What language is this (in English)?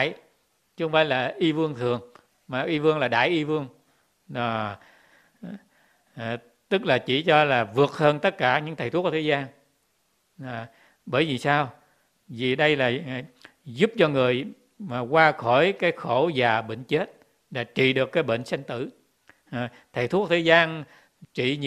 Vietnamese